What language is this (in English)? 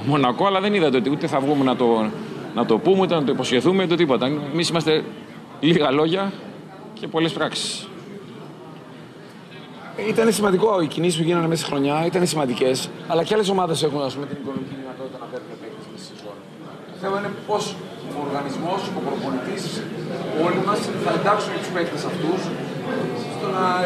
Greek